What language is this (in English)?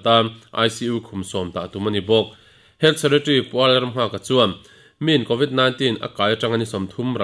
Mizo